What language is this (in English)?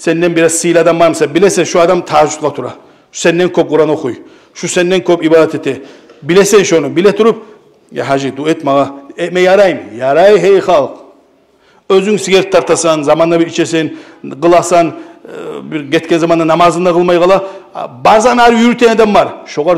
Kumyk